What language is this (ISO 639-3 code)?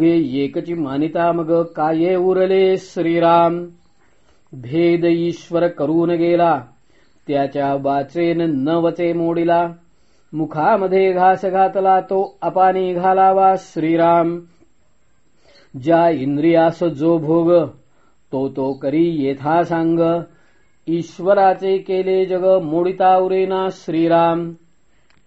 mar